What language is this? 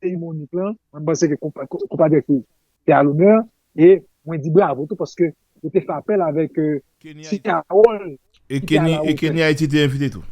Haitian Creole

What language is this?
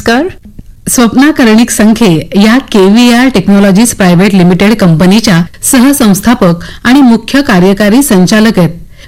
Marathi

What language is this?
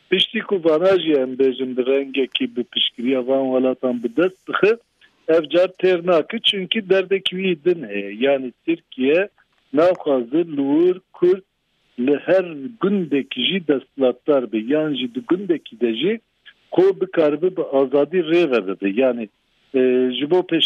Kurdish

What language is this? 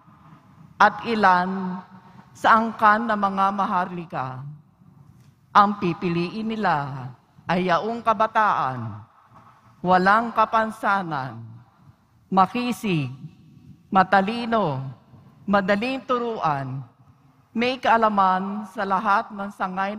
Filipino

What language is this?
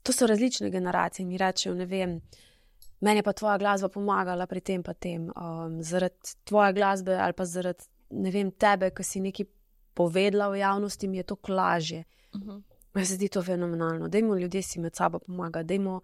Slovenian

